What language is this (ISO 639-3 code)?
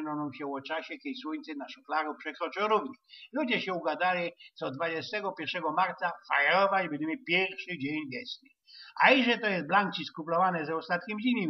szl